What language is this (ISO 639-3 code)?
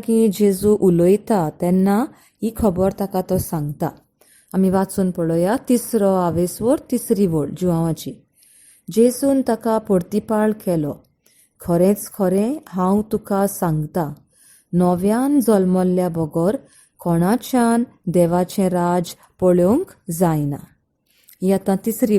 kok